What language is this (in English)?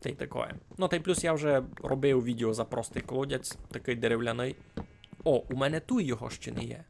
Rusyn